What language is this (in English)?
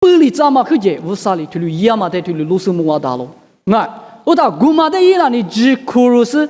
Lisu